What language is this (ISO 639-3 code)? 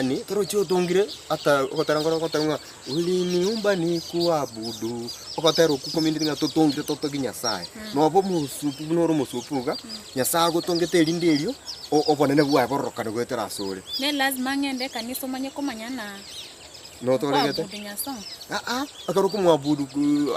guz